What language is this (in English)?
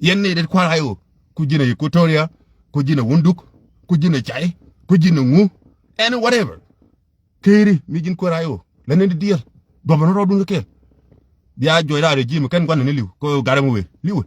Nuer